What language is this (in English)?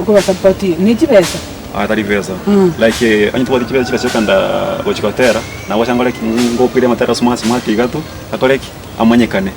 Gusii